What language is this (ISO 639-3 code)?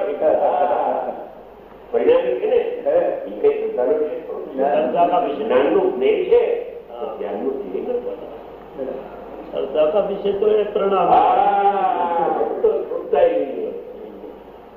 guj